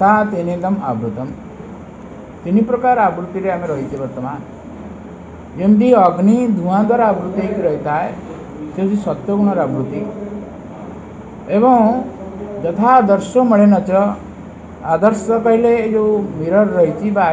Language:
Odia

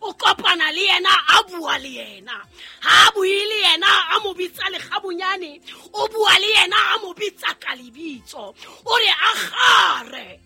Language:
Southern Sotho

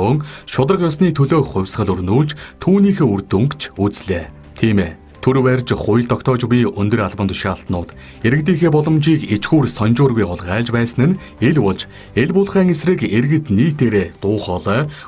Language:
Mongolian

